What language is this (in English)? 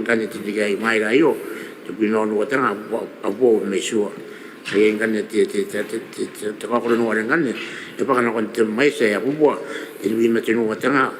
Gilbertese